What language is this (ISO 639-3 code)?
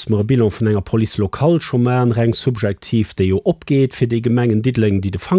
ltz